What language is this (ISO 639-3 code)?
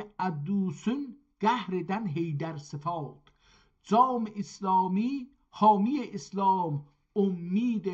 azb